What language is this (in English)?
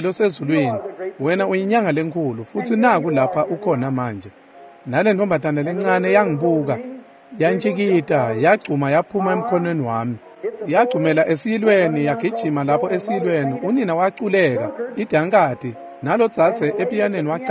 Swati